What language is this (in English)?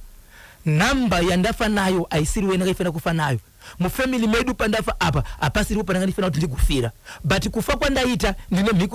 Shona